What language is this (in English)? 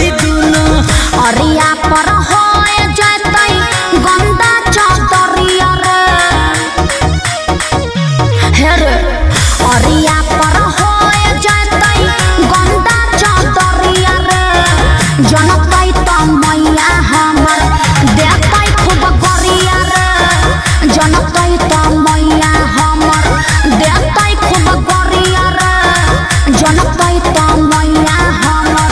Magahi